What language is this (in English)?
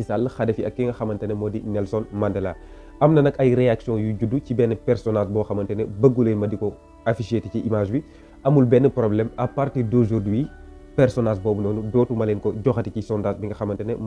Wolof